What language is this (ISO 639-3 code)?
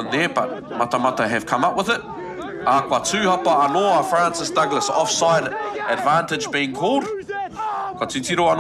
mri